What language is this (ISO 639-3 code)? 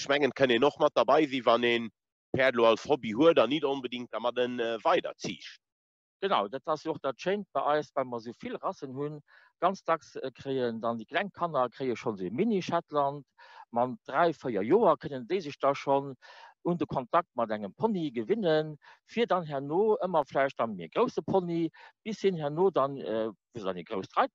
ltz